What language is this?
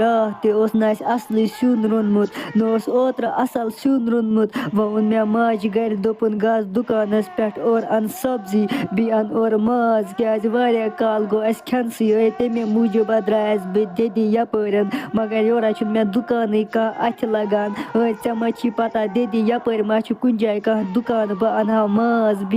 Kashmiri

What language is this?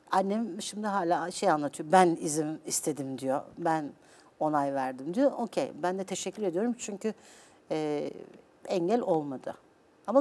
Turkish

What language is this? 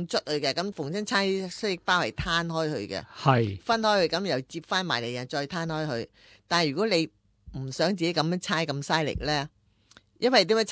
Cantonese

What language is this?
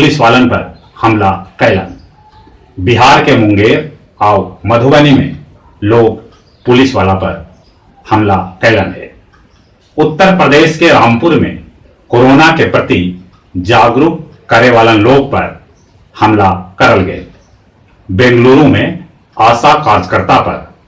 Magahi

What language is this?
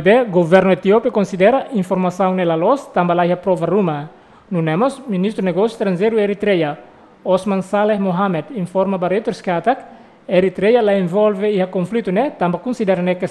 Tetum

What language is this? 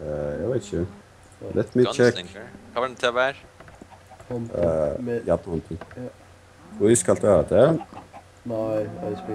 Faroese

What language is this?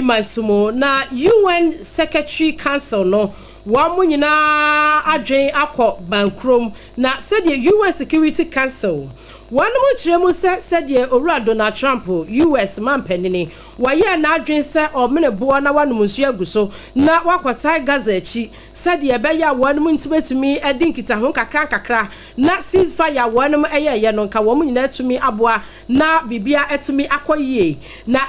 Akan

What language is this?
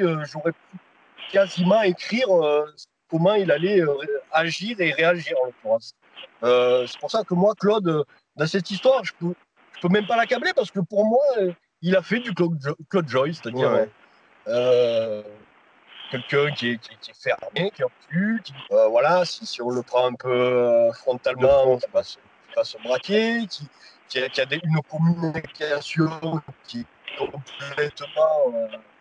French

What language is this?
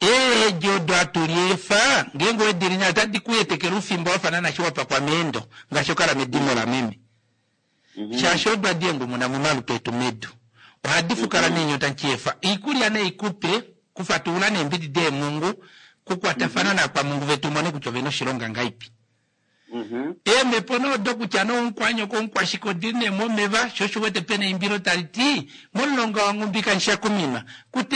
Kuanyama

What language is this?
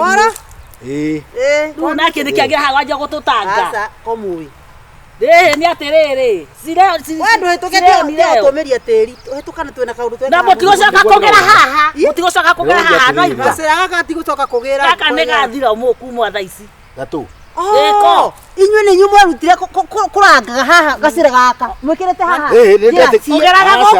Kikuyu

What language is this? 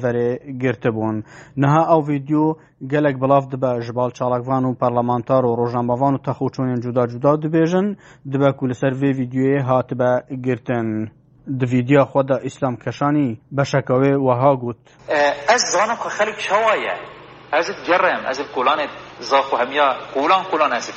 Kurdish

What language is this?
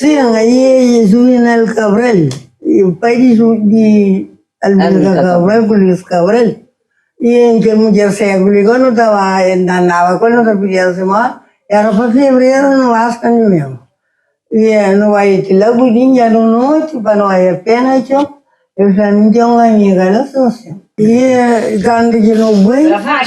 Kabuverdianu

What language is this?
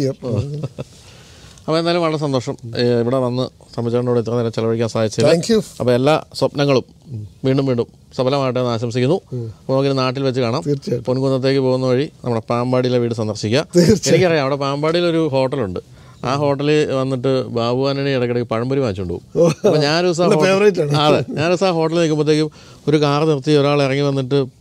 Malayalam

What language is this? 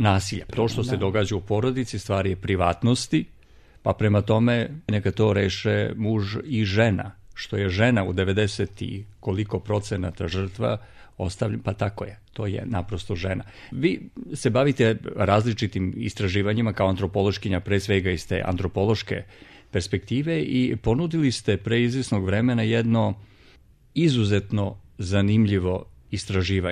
Serbian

